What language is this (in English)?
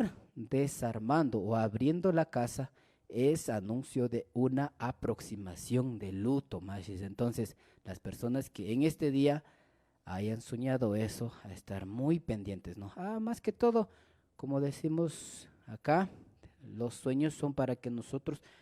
Imbabura Highland Quichua